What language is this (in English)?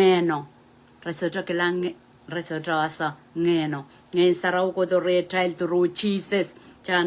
Pohnpeian